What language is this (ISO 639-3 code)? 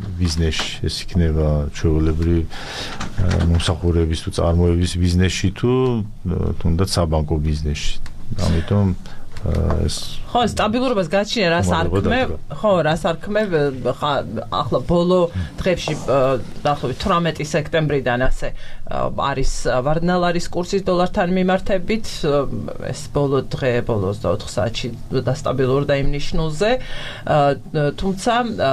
kat